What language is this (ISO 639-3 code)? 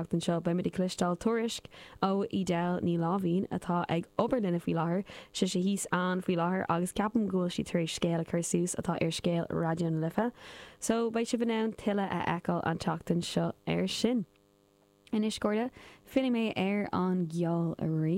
gle